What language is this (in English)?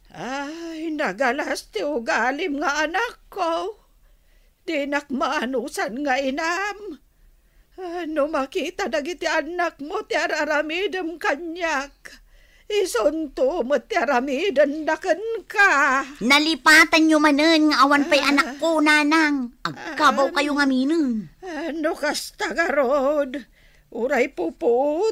Iloko